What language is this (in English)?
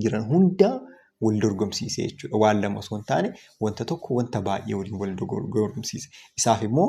Oromo